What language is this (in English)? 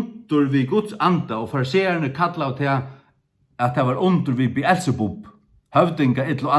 Faroese